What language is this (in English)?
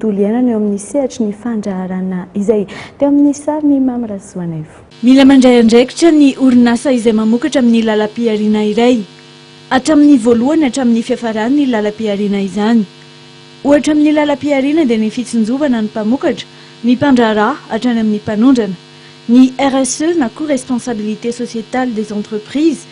Malagasy